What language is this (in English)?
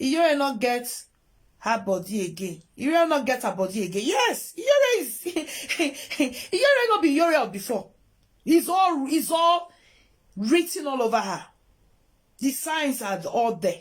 Nigerian Pidgin